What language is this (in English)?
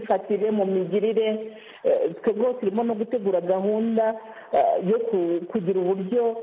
Kinyarwanda